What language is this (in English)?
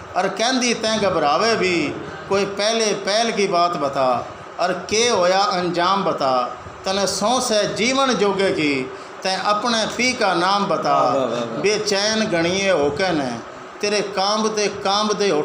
Haryanvi